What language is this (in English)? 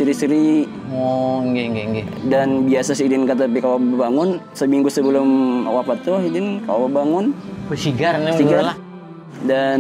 Banjar